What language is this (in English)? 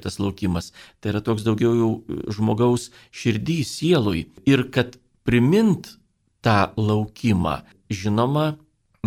Lithuanian